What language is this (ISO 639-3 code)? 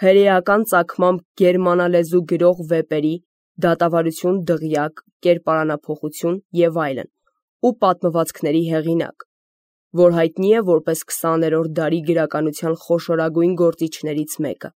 hye